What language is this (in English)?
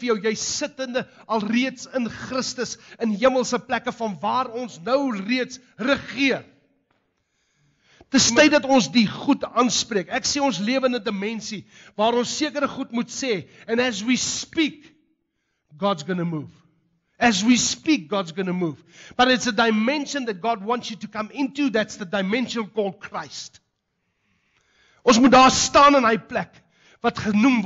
Afrikaans